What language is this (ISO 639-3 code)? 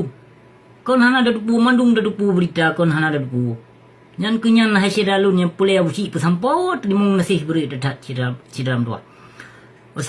ace